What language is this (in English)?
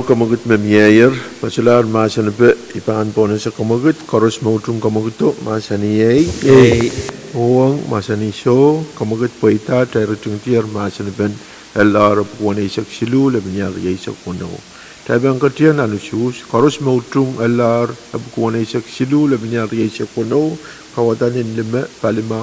Pohnpeian